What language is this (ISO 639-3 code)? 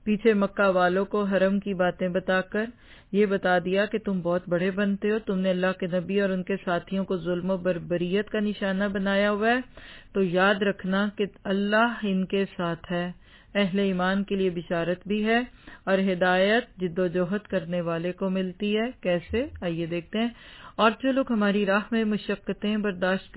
urd